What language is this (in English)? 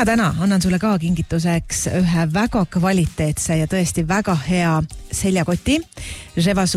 Estonian